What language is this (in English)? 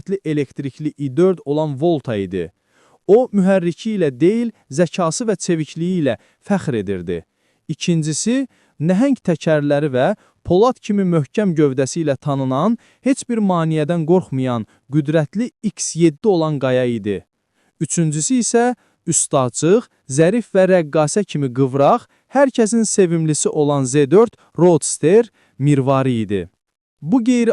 Azerbaijani